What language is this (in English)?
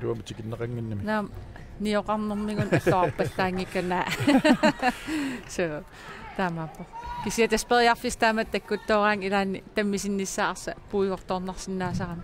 Kalaallisut